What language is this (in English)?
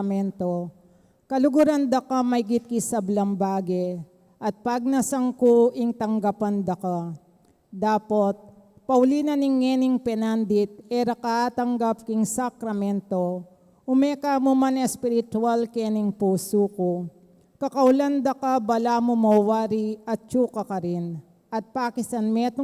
Pampanga